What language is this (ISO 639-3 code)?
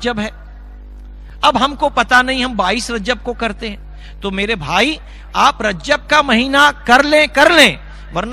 urd